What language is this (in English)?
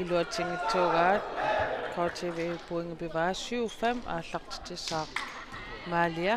Kalaallisut